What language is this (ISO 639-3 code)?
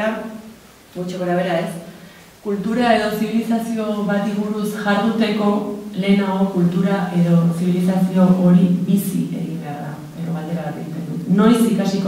eus